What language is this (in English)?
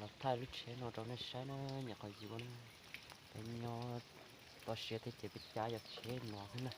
Hmong